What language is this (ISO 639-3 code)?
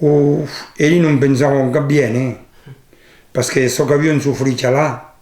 oci